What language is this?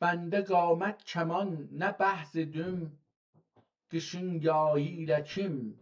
South Azerbaijani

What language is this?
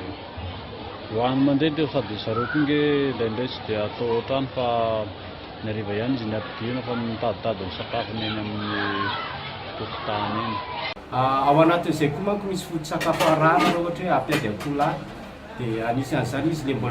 Malagasy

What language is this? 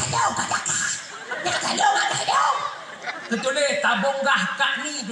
Achinese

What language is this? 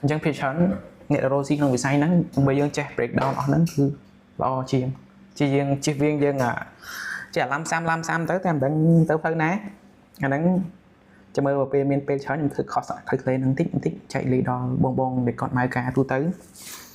Khmer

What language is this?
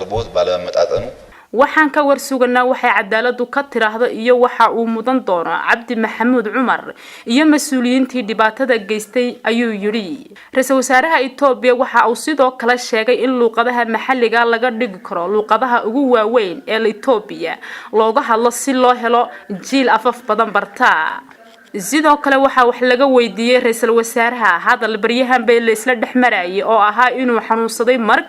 Somali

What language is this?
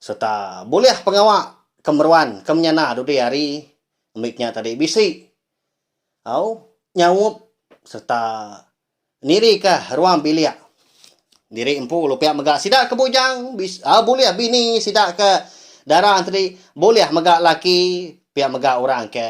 Iban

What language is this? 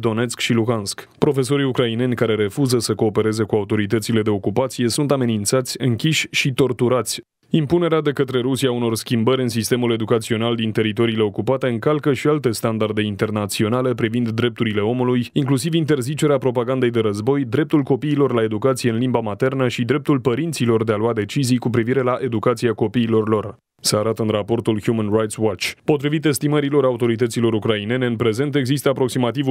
Romanian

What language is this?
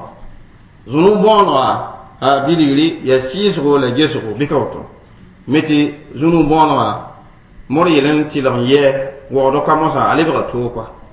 Mossi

